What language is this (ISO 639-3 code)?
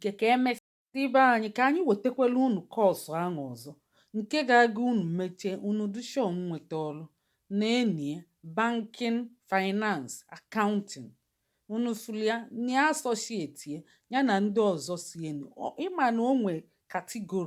ibo